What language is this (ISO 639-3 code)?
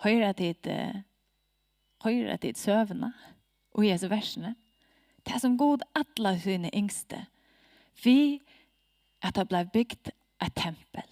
fao